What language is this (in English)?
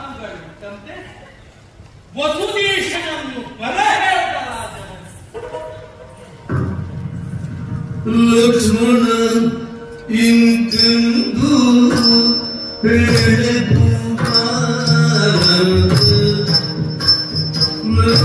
Kannada